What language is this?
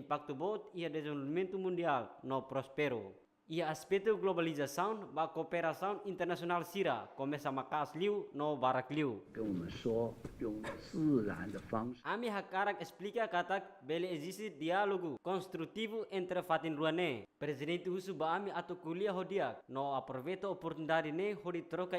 Tetum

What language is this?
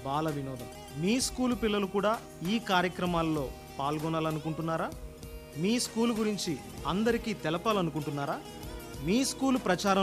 Telugu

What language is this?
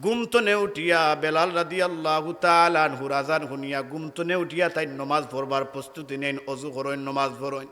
Sylheti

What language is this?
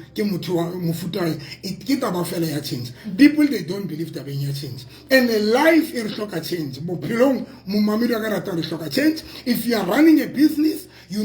Southern Sotho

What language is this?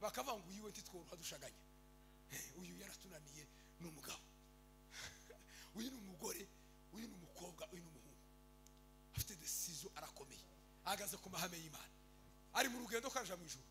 Kinyarwanda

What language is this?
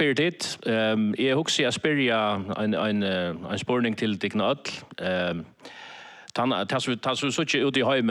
Faroese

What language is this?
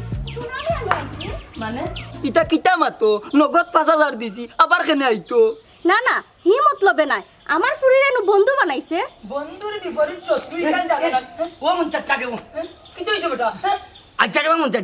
Sylheti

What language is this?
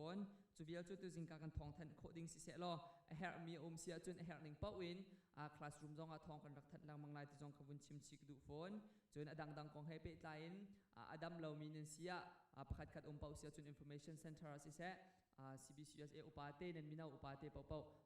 Hakha Chin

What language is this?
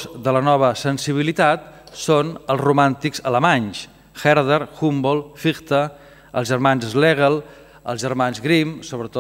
Catalan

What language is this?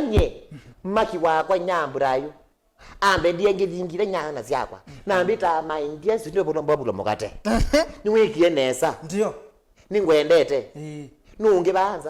Kamba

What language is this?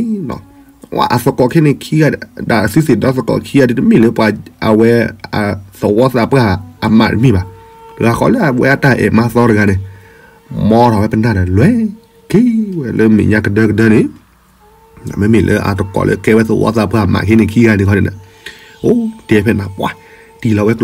S'gaw Karen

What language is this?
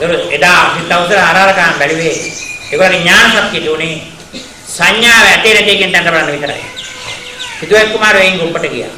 Sinhala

